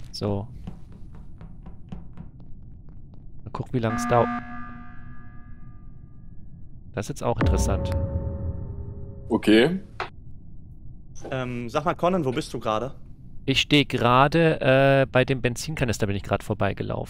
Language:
German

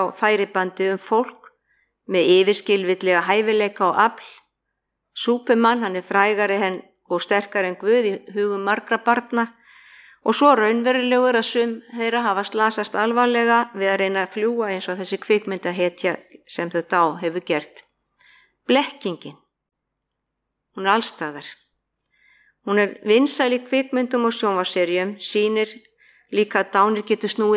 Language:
Icelandic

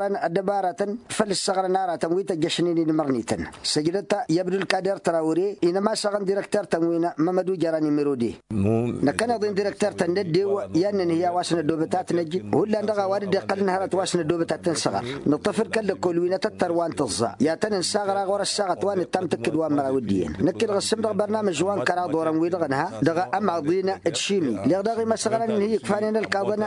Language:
Tamasheq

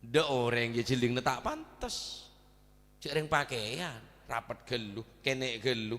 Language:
Madurese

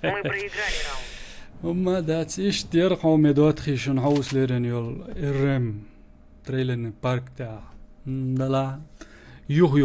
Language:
Chechen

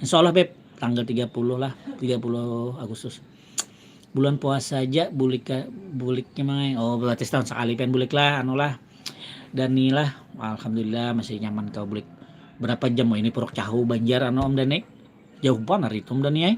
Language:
Banjar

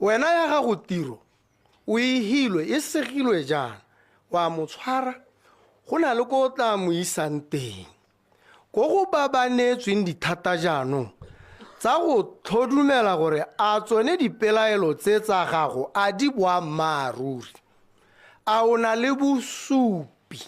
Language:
Tswana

